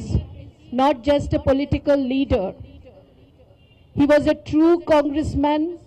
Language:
Telugu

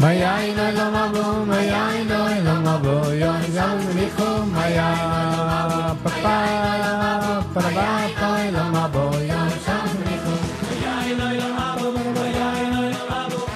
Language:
Yiddish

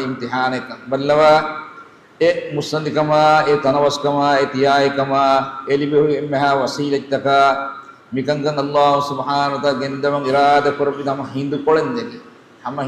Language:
Divehi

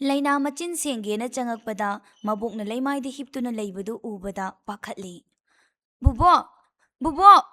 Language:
Manipuri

